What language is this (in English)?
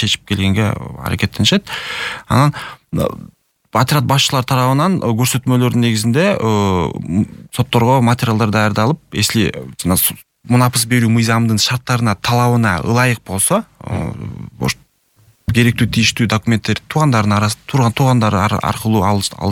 Kyrgyz